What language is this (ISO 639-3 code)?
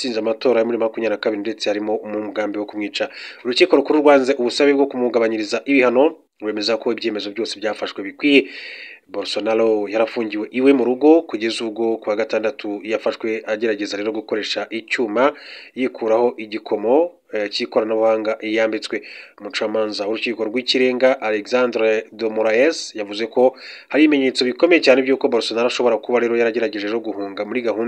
kin